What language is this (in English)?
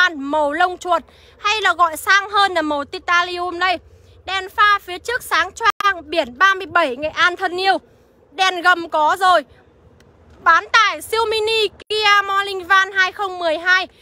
Vietnamese